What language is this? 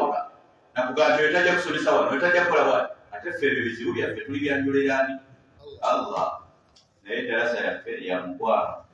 Ganda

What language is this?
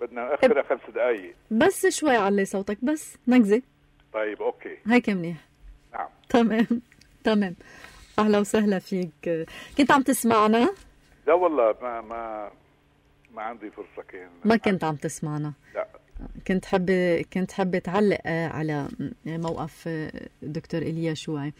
North Levantine Arabic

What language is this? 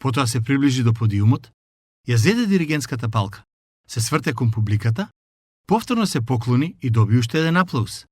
Macedonian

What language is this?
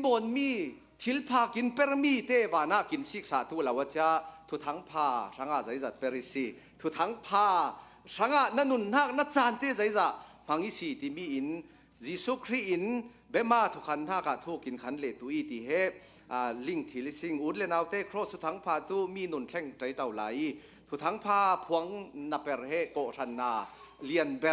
Hakha Chin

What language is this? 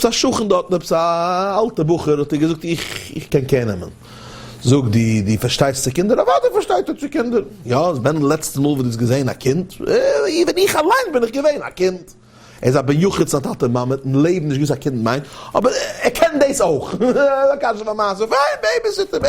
Yiddish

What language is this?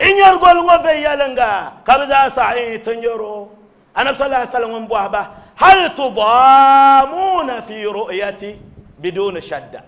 Dagbani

